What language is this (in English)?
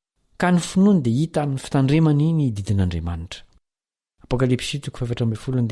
Malagasy